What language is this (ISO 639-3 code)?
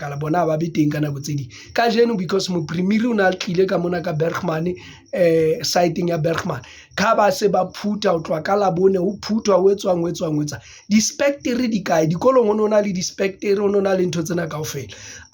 sot